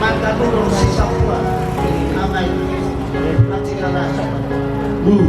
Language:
Nias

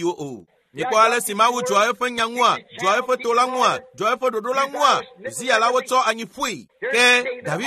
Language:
Ewe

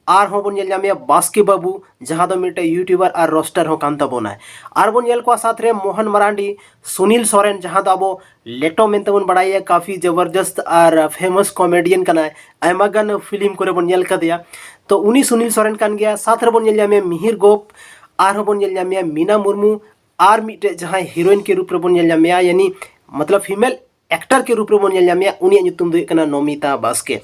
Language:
Santali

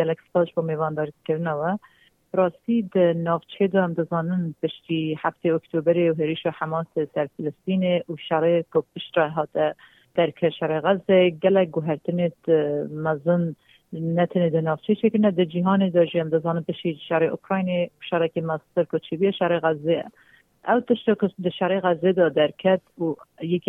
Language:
Kurdish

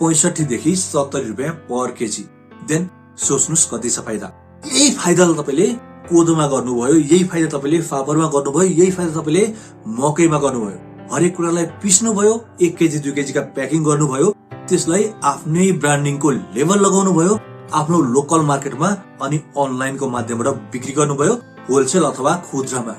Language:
Nepali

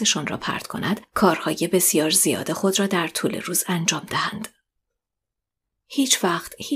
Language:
Persian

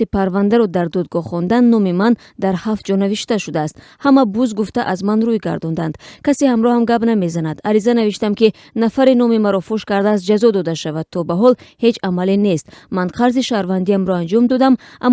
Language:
Tajik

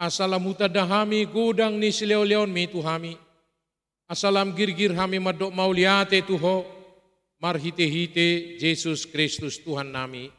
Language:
Batak Toba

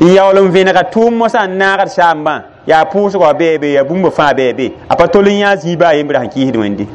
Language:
Mossi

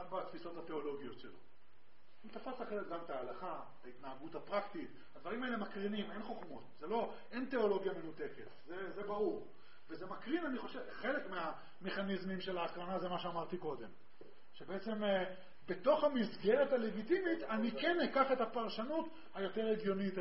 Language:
Hebrew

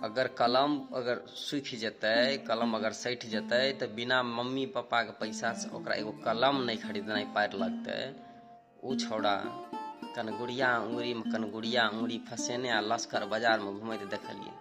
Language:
Maithili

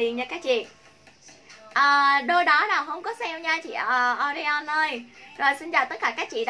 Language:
Vietnamese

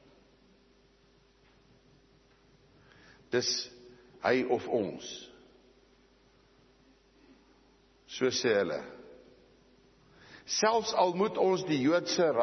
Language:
Afrikaans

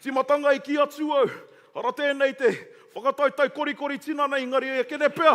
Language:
Māori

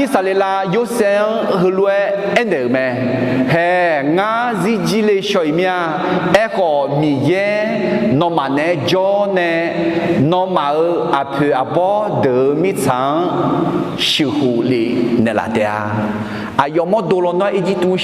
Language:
Akha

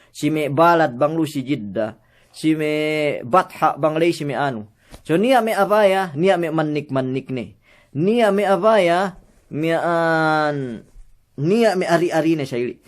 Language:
Yakan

